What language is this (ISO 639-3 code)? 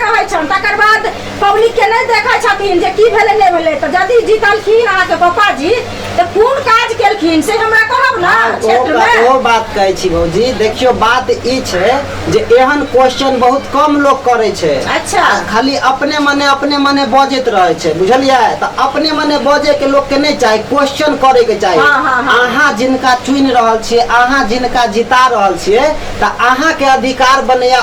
mai